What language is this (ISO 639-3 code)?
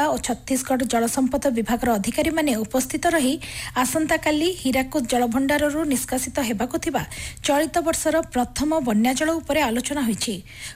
ori